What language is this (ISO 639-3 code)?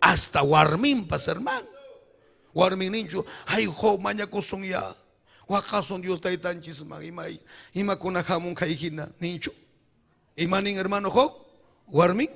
quy